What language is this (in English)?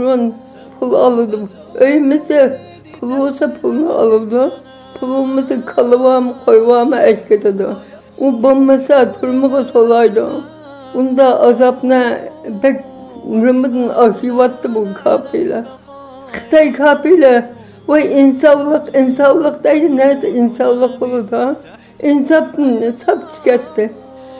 Uyghur